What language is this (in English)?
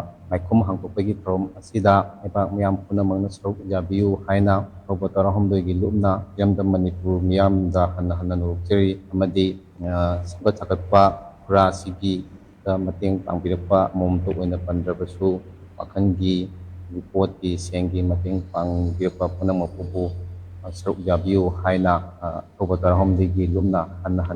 Manipuri